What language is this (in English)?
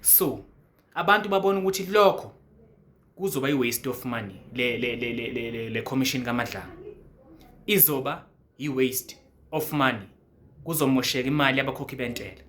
Zulu